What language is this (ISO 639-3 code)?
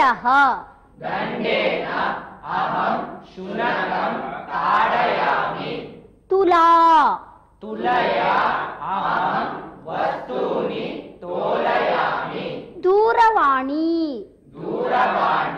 san